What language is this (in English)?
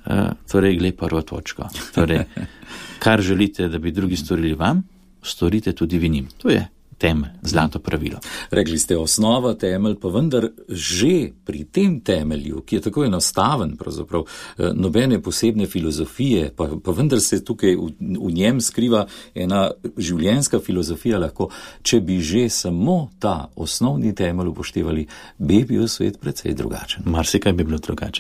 Slovenian